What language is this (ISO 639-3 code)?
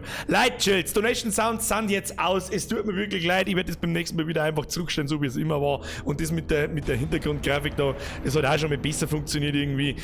bar